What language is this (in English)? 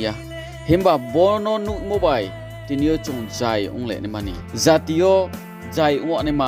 Riang (India)